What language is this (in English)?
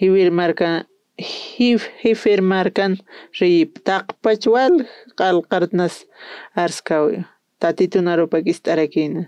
Aymara